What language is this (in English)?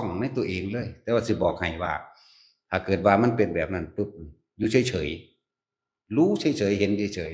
Northeastern Thai